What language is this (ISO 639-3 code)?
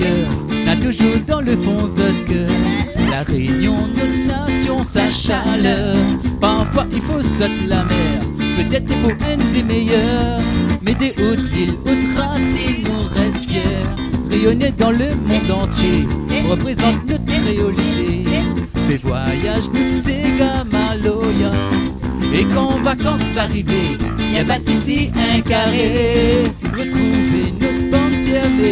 rcf